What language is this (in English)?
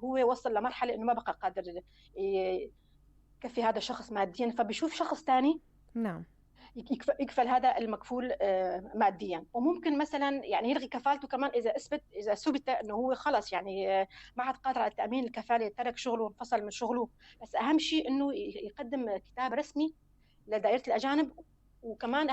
North Levantine Arabic